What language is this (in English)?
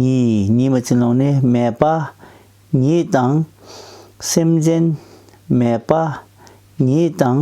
Tibetan